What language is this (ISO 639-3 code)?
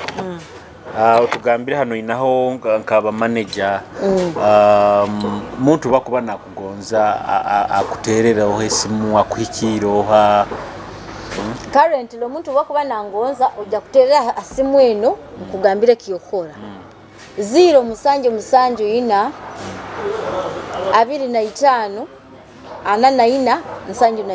nyo